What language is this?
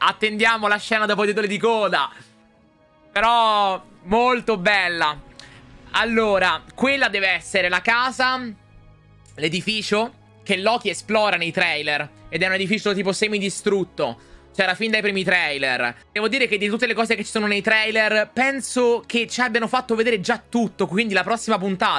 Italian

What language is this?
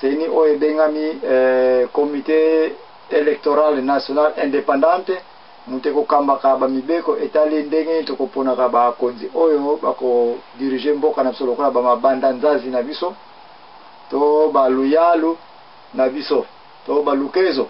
Lingala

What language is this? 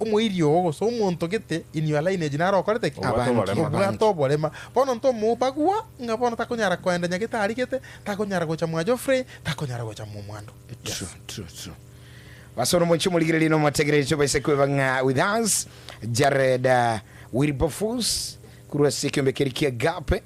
Gusii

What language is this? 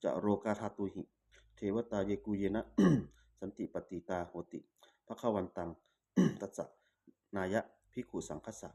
Pali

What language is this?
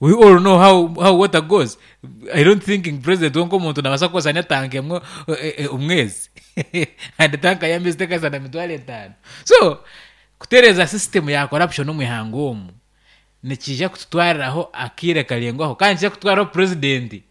Nyankole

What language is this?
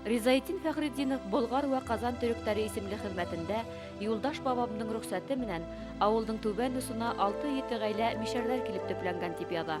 Bashkir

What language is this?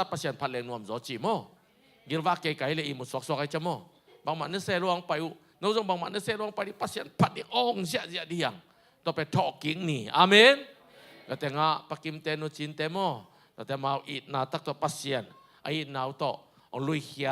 Tedim Chin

